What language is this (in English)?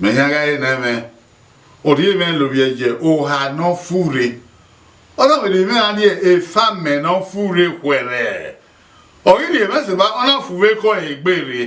Bini